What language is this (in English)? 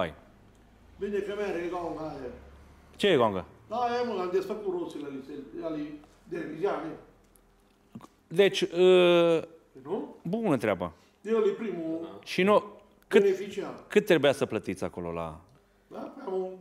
Romanian